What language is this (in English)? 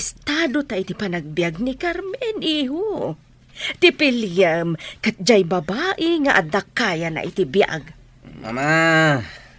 Iloko